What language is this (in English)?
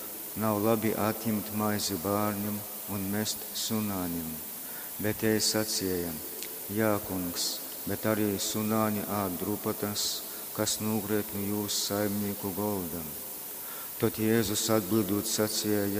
Latgalian